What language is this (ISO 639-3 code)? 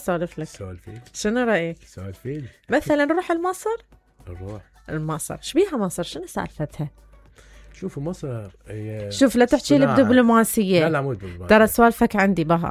acm